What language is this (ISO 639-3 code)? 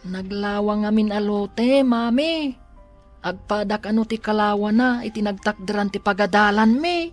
ilo